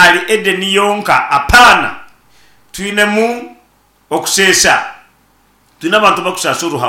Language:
Nyankole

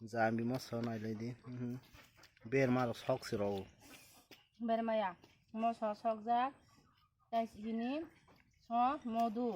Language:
Kok Borok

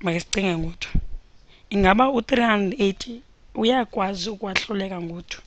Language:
Xhosa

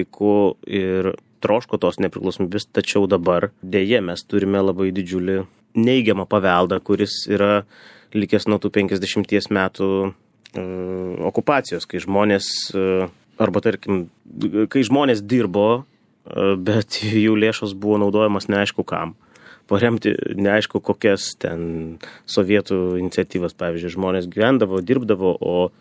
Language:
Lithuanian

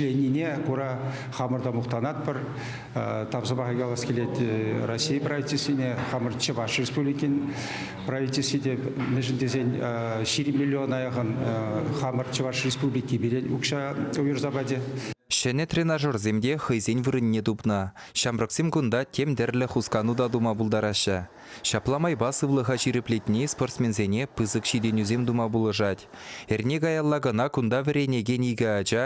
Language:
Chuvash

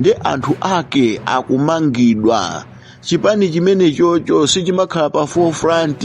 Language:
Nyanja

